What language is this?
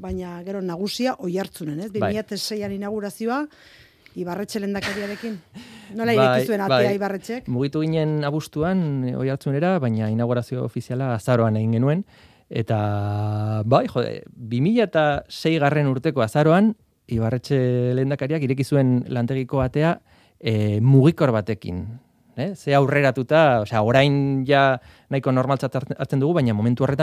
Basque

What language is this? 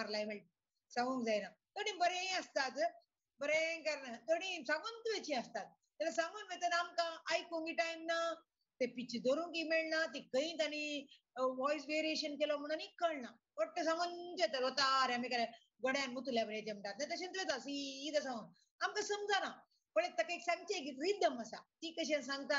Konkani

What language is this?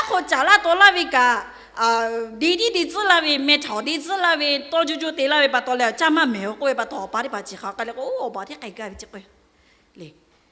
Lahu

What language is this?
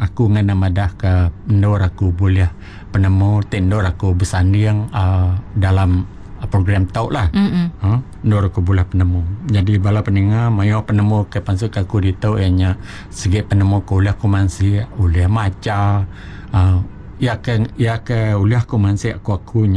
Iban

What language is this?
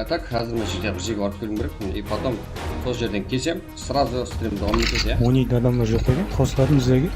Kara-Kalpak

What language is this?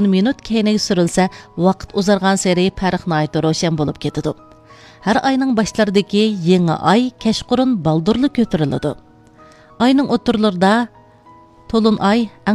Uyghur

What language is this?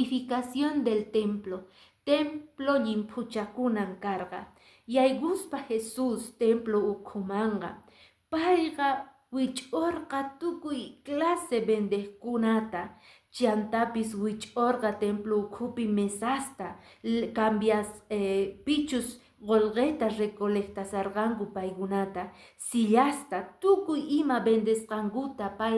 Quechua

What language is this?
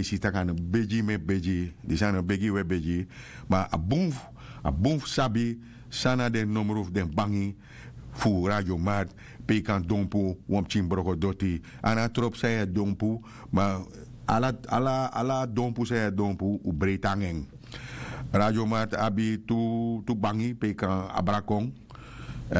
Sranan Tongo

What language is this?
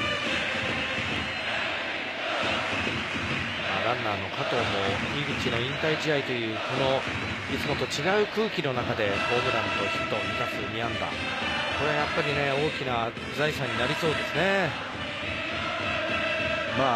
Japanese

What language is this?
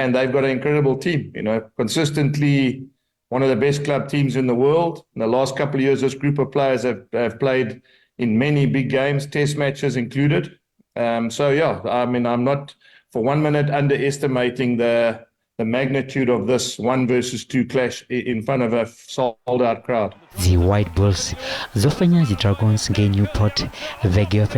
Venda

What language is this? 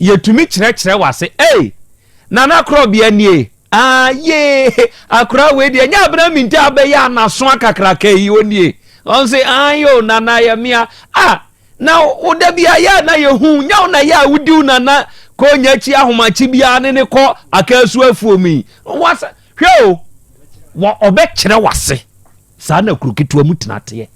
Akan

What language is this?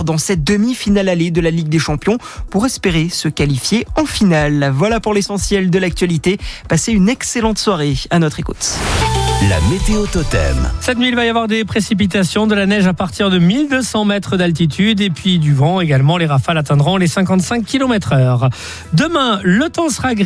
French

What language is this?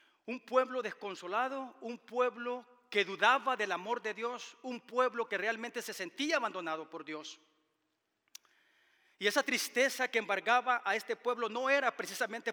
Spanish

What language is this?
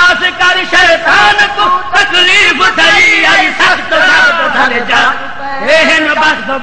Saraiki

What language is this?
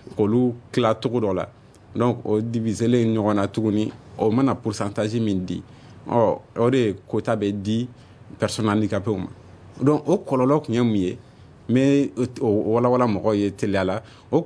Bambara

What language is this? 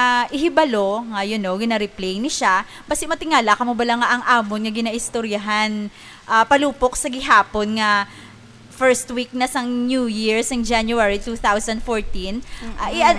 Hiligaynon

